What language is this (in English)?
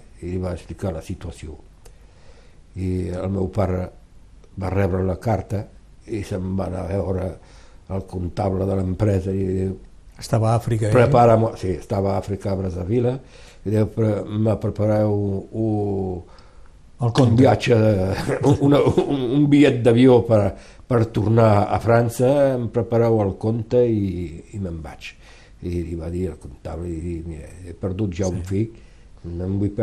Catalan